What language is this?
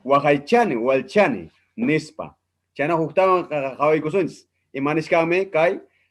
Ayacucho Quechua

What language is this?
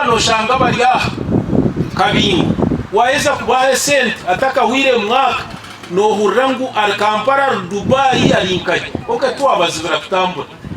Nyankole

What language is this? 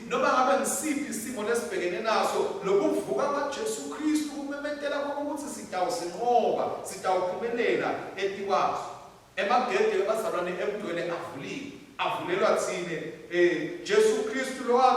Swati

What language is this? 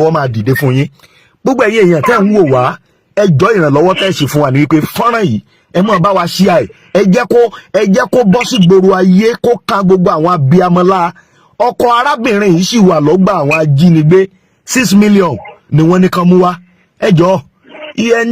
Yoruba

